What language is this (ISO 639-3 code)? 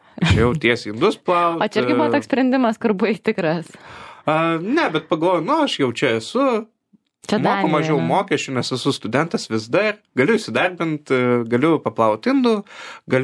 lit